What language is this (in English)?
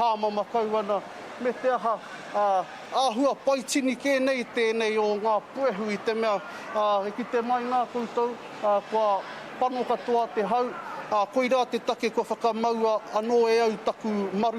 Māori